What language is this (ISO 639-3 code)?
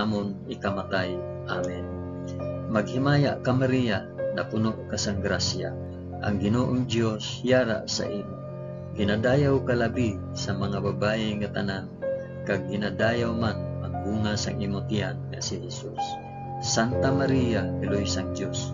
hil